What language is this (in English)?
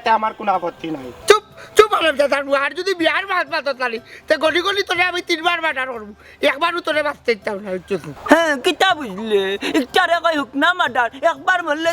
Sylheti